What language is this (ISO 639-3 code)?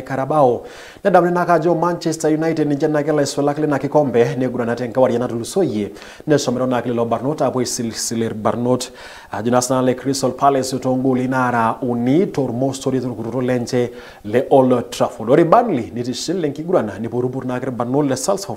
mas